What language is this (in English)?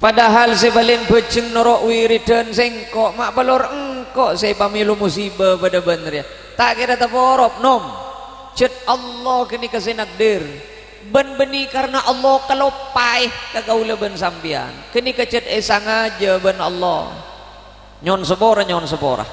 Madurese